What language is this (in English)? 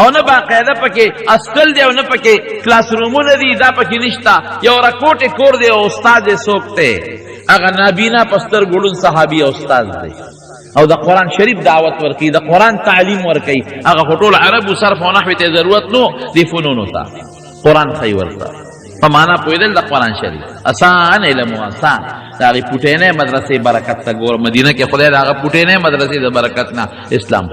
Pashto